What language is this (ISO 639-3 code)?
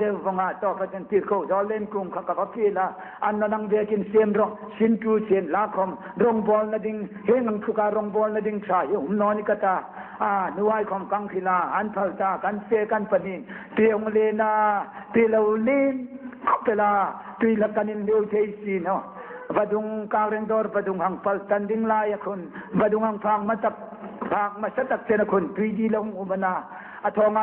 hmr